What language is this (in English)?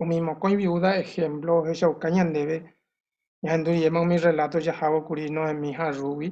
Guarani